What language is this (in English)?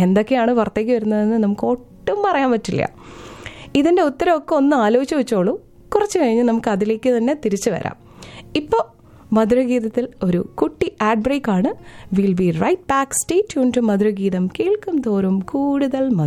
Malayalam